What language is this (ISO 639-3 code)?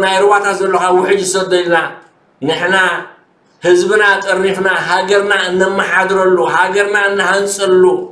tir